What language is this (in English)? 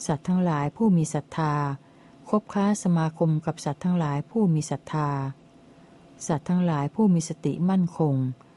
Thai